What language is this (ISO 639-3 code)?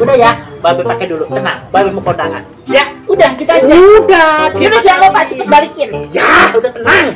bew